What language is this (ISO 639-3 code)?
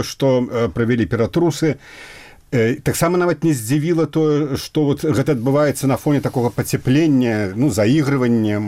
bel